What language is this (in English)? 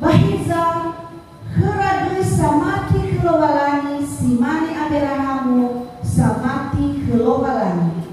Nias